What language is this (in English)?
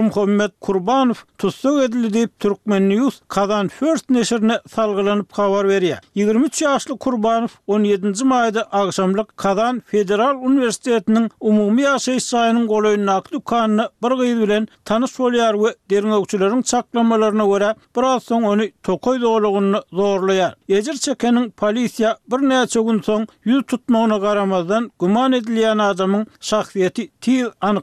Turkmen